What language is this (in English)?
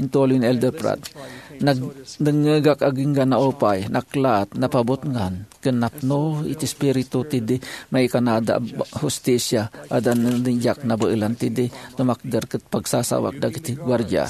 Iloko